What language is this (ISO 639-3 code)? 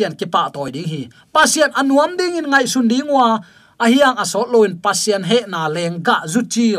ctd